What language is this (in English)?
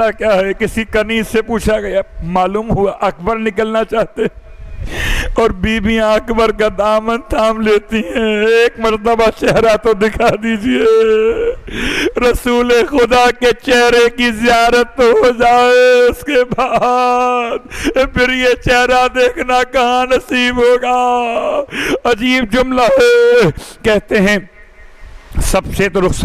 Urdu